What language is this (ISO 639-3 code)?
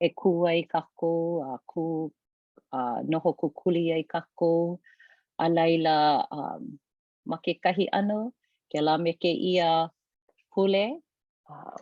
haw